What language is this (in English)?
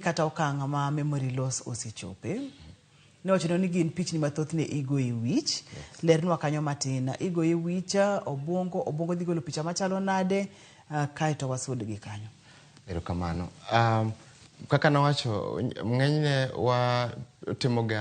Luo (Kenya and Tanzania)